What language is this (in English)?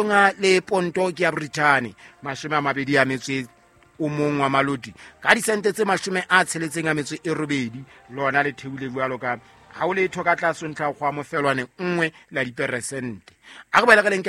Southern Sotho